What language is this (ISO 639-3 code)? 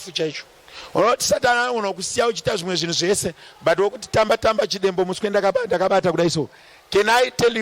sna